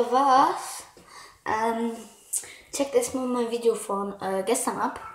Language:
German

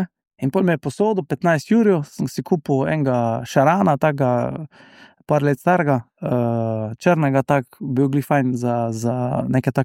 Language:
Slovenian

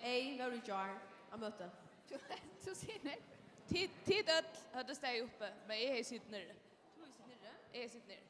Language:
Faroese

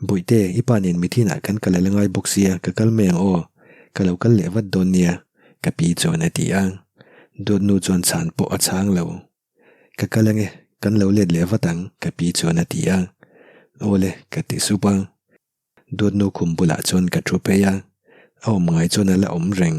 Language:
Mizo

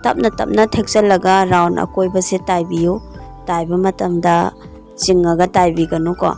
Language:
Manipuri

